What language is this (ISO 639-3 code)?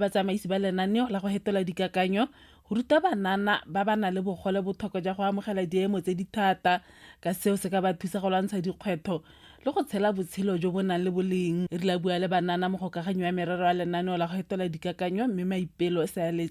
tsn